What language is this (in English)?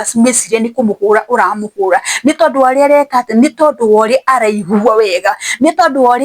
Kikuyu